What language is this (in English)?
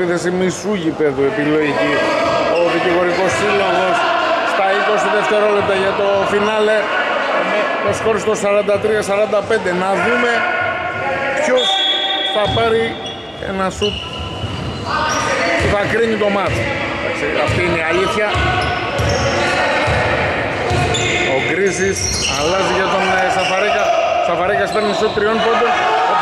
Greek